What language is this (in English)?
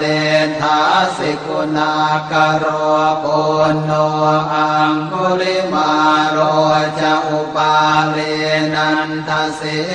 Pali